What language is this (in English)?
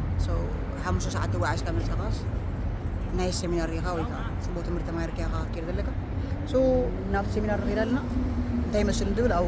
Tigrinya